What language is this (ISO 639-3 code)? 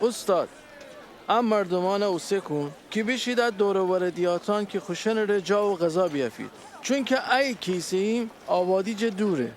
glk